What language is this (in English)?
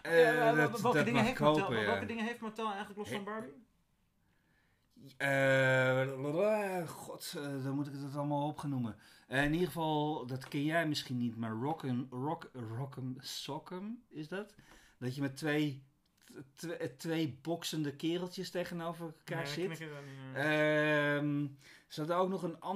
Dutch